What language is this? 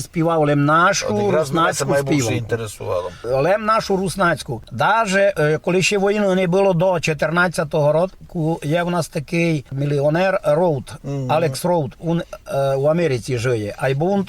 Rusyn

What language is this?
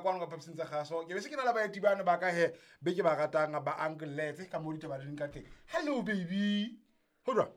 Southern Sotho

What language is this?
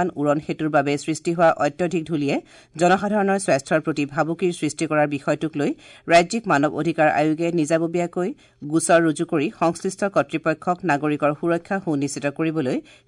Assamese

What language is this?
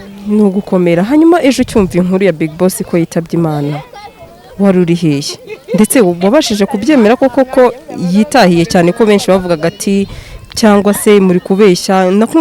Kinyarwanda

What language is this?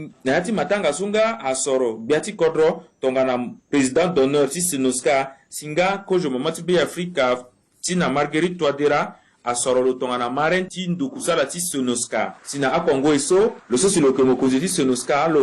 Sango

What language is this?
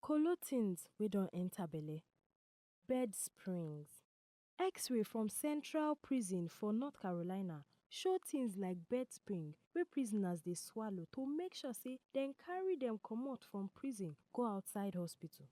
Nigerian Pidgin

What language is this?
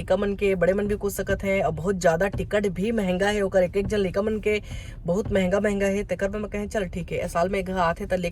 Chhattisgarhi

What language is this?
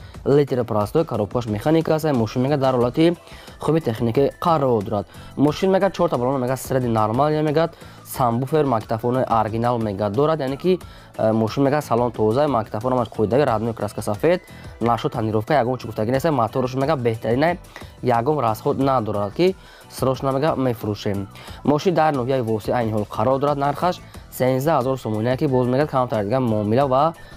Tajik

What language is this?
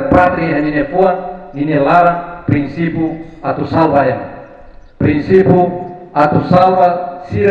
Tetum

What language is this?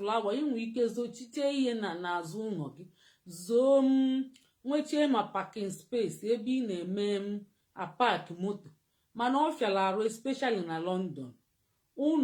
Igbo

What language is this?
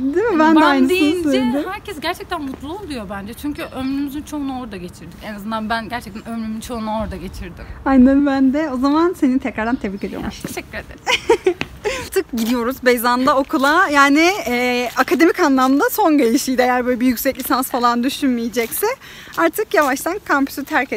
Turkish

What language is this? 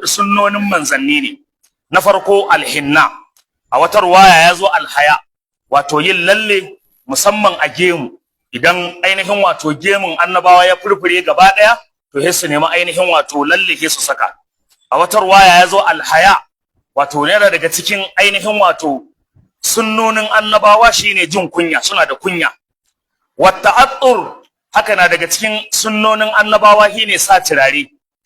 Hausa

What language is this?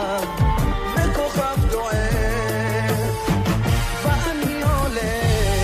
Hebrew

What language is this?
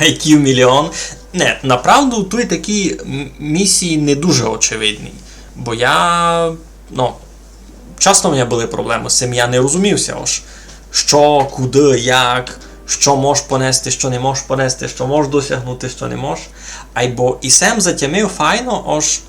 Rusyn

